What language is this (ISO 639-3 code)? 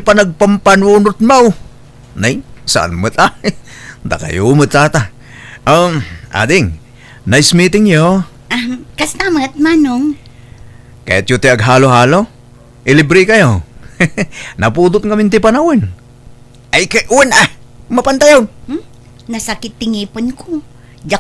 ilo